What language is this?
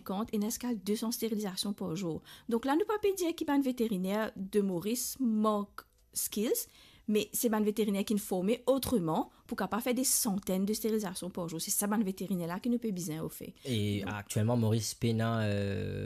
Morisyen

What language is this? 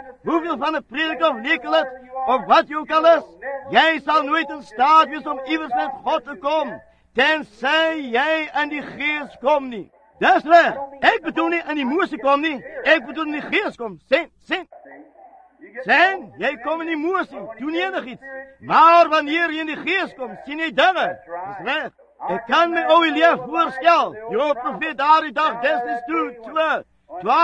Afrikaans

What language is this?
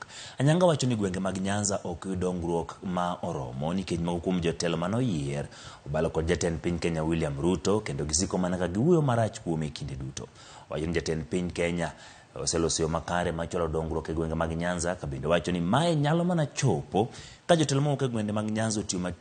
Luo (Kenya and Tanzania)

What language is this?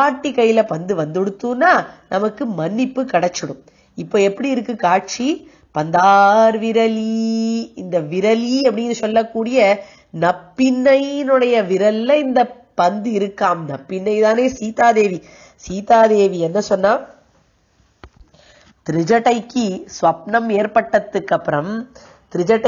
Tamil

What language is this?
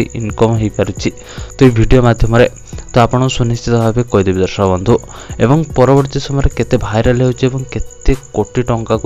Odia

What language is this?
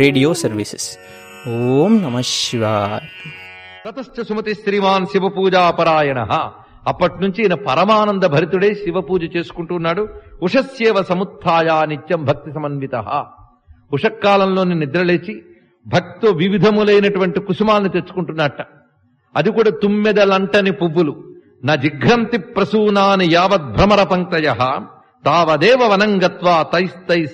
Telugu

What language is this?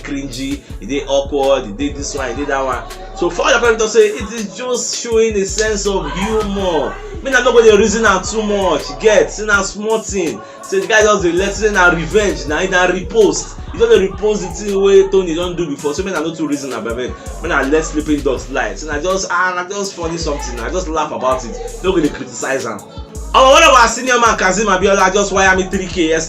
Nigerian Pidgin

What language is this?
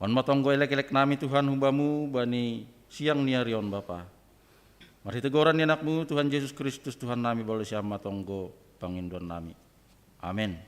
Batak Simalungun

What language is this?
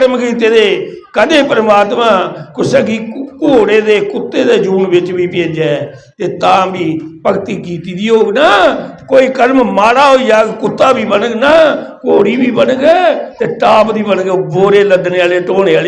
Dogri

